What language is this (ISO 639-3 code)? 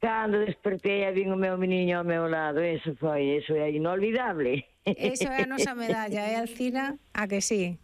glg